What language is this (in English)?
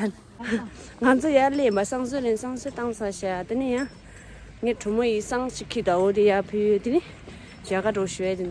Tibetan